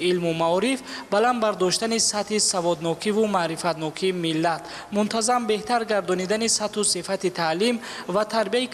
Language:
Tajik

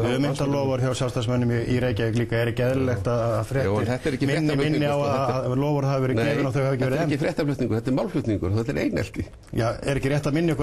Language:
Icelandic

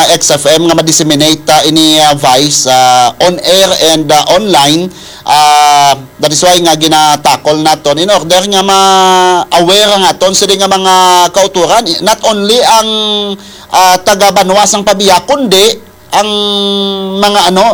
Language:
Hiligaynon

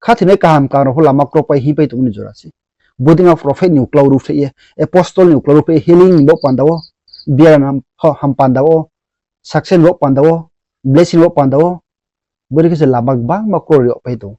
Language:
Riang (India)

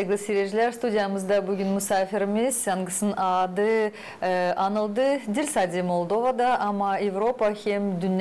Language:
Gagauz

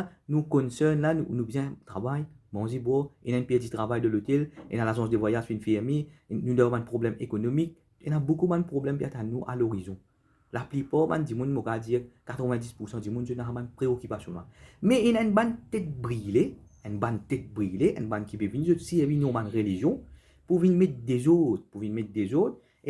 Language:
Morisyen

